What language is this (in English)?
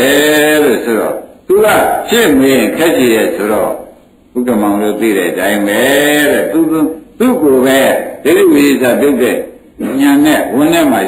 Burmese